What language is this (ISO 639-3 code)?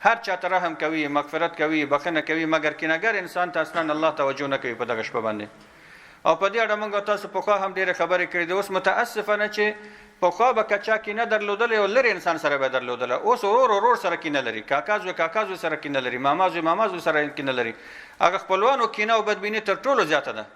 pus